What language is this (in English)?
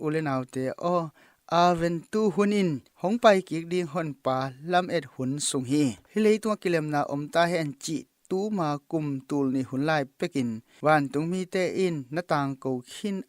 Tedim Chin